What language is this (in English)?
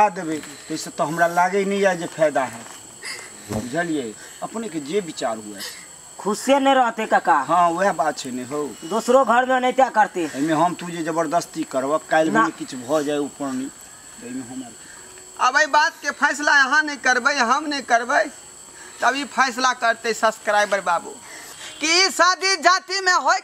Maithili